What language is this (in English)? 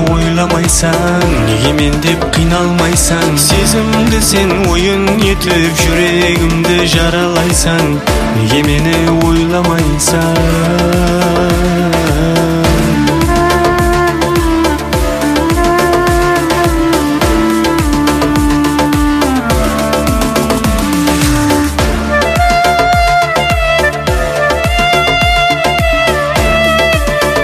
Kazakh